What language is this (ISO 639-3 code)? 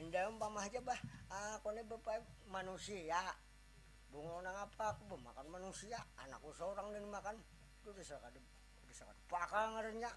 bjn